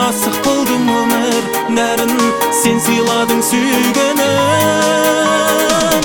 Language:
Kazakh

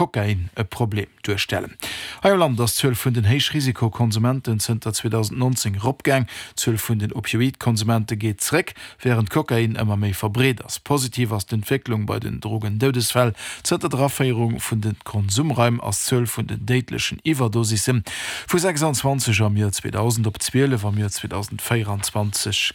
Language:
Luxembourgish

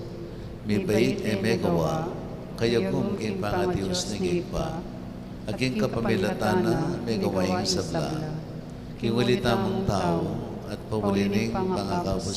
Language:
Pampanga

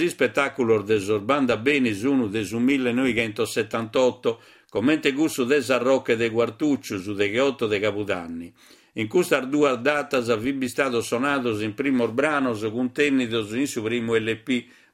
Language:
Sardinian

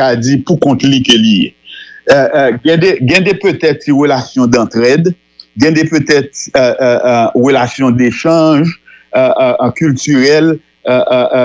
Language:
Haitian Creole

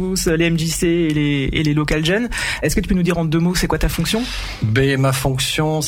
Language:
French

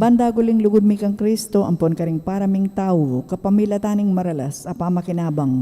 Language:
Pampanga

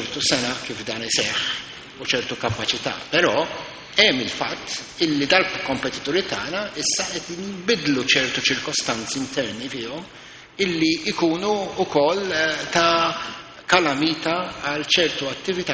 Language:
Maltese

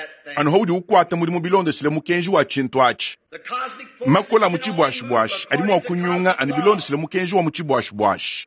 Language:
Luba-Lulua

